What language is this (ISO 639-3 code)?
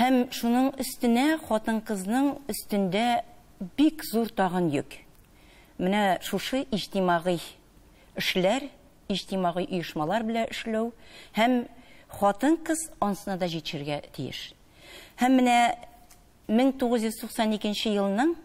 tat